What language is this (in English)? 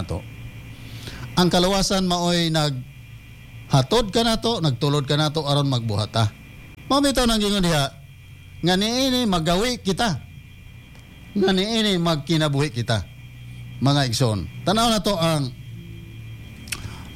Cebuano